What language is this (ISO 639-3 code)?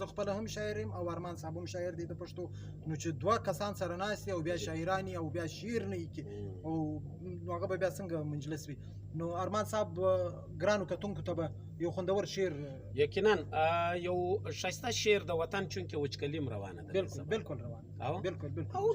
pus